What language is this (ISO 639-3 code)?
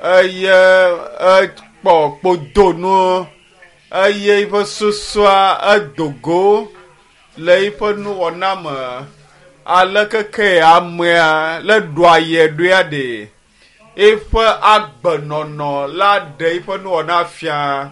ewe